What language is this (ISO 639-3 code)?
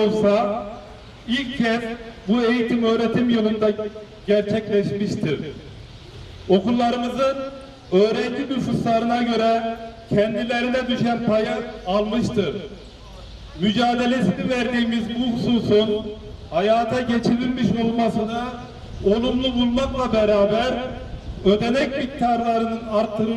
tur